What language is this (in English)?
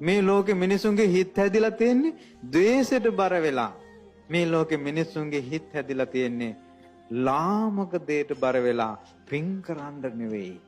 Sinhala